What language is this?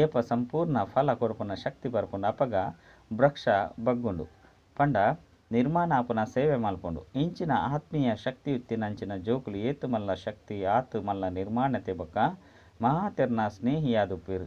Tulu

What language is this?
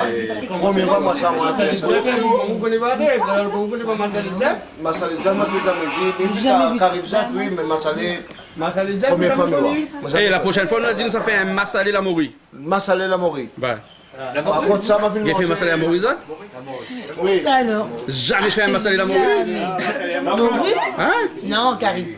Réunion Creole French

